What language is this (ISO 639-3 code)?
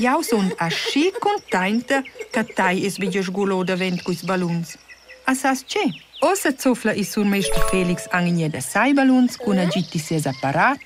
roh